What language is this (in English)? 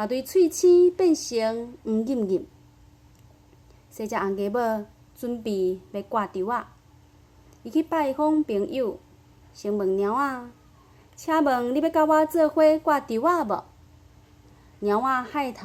Min Nan Chinese